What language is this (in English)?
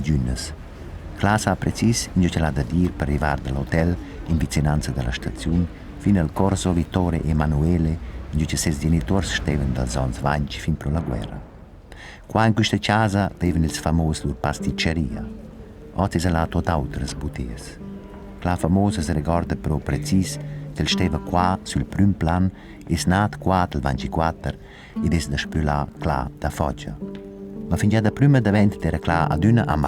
Romansh